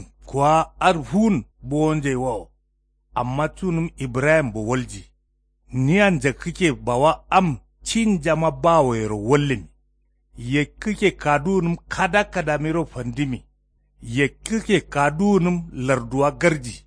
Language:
Kanuri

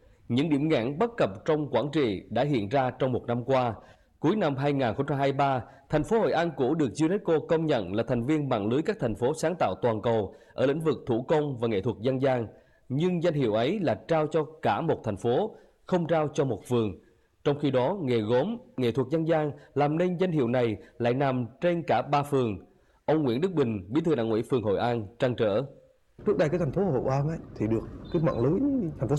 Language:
Vietnamese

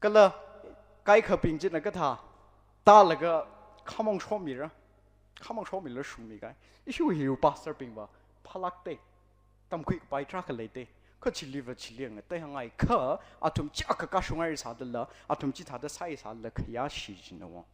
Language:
Tangkhul Naga (India)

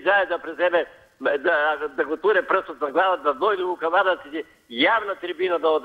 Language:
Macedonian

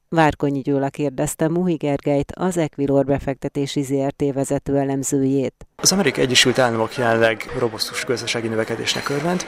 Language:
Hungarian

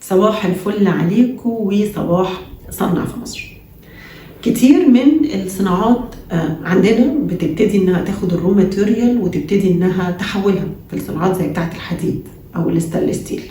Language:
Egyptian Arabic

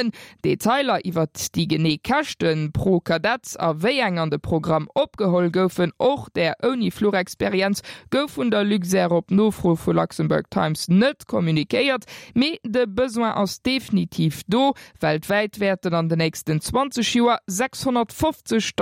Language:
Luxembourgish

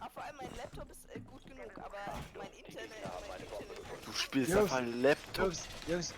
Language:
Swiss German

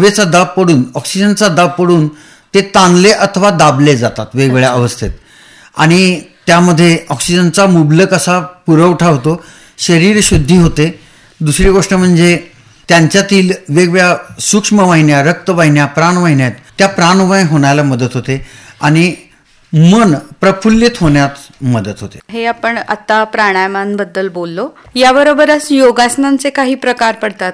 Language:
Marathi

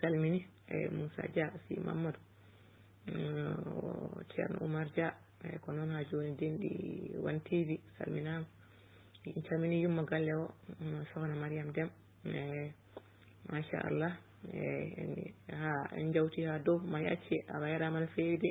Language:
Fula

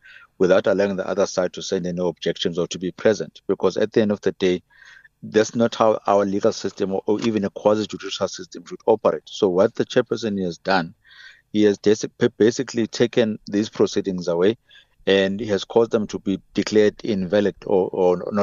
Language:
English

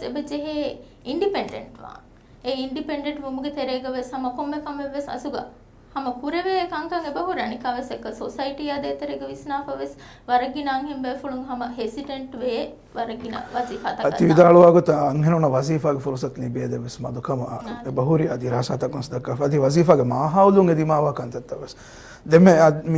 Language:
Divehi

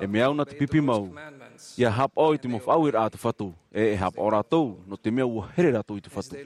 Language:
Tahitian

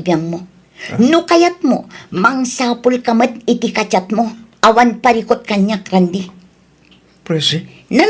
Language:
Iloko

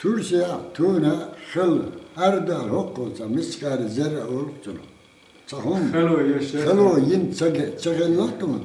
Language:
Chechen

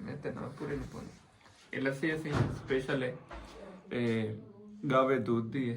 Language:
Saraiki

